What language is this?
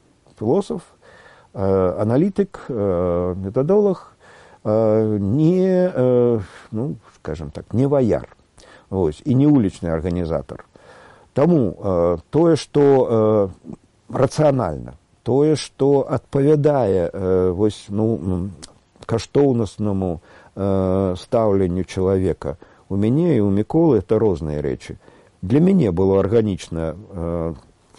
Belarusian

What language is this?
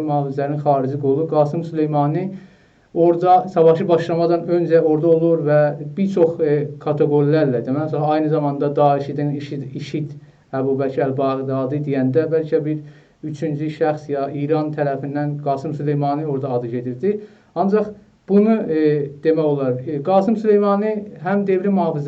South Azerbaijani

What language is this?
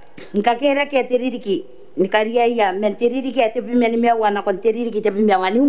Gilbertese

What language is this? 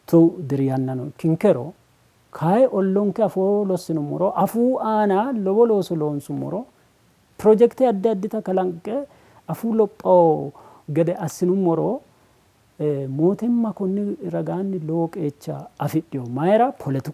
Sidamo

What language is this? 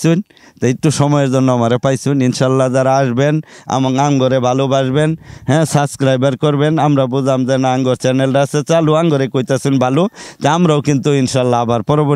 Bangla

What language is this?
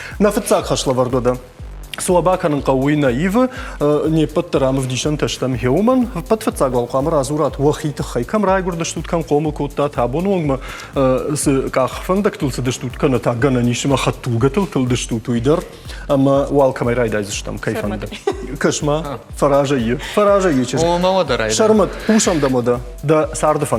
Ossetic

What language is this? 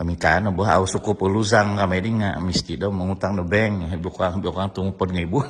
Central Dusun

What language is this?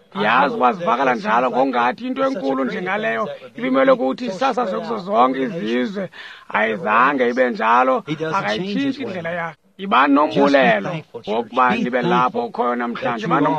Xhosa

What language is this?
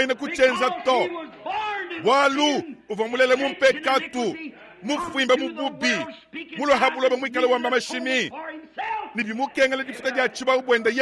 Luba-Lulua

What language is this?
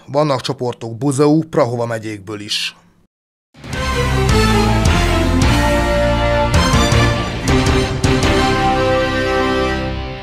Hungarian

